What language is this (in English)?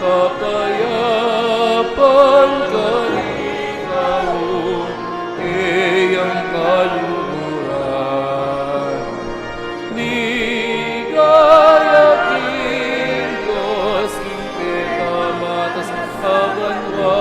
Pampanga